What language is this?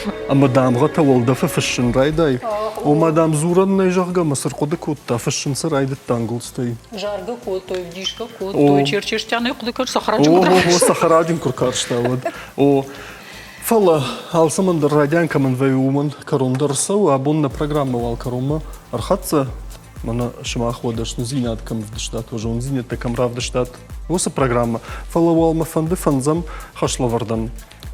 Ossetic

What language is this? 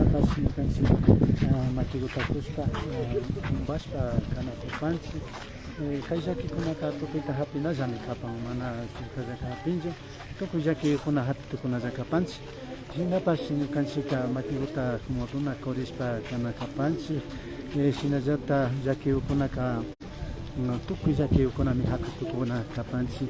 Imbabura Highland Quichua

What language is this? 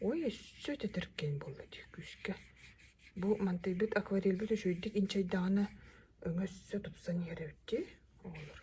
Yakut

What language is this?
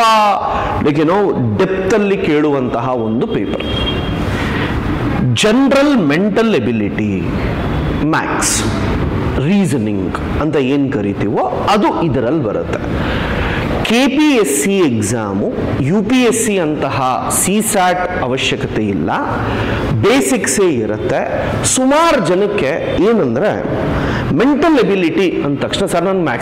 Kannada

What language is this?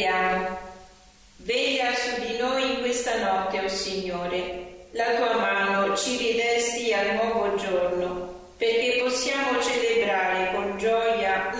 Italian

